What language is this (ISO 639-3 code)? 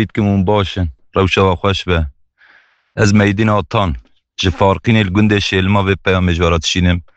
kur